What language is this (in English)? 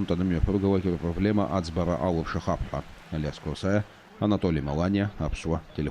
Abkhazian